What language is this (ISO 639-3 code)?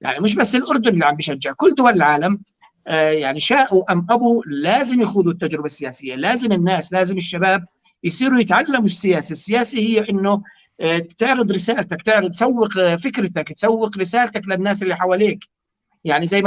apc